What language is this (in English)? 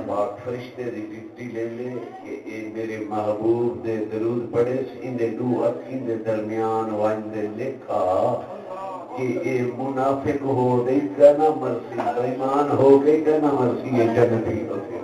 Saraiki